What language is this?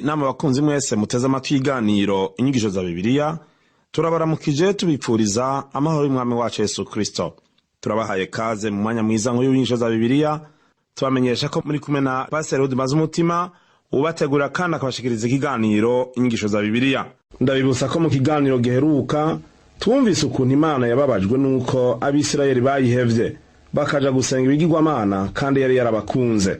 Rundi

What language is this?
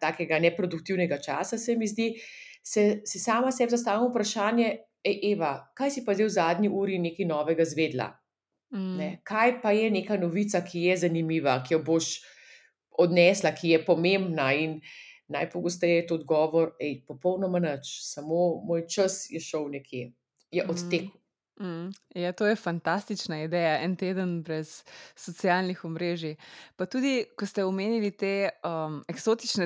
Slovenian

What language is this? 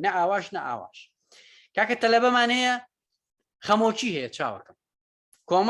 Central Kurdish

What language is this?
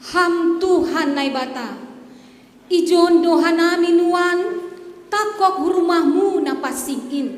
Batak Simalungun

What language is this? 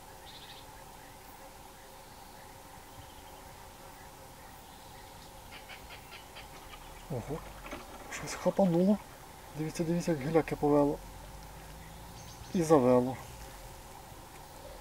Ukrainian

